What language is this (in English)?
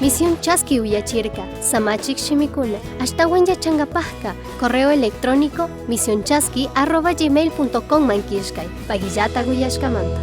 Chimborazo Highland Quichua